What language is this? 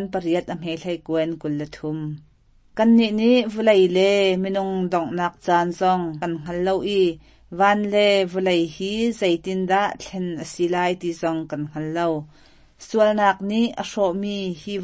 Hakha Chin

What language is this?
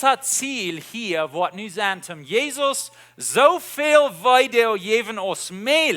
Plautdietsch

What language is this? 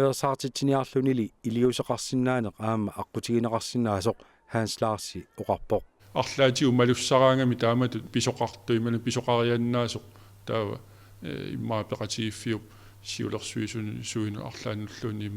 Kalaallisut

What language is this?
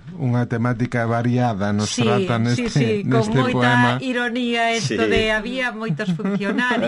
Galician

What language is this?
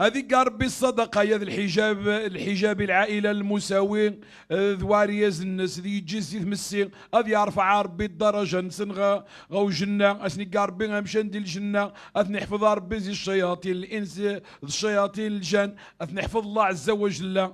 Moroccan Arabic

